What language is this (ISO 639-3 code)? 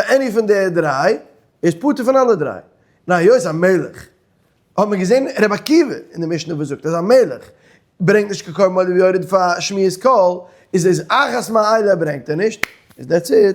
yid